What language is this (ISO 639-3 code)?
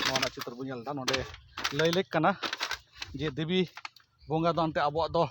sat